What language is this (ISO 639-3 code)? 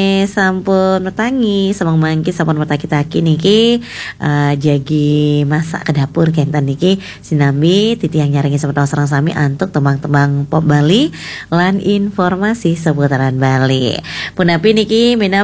ban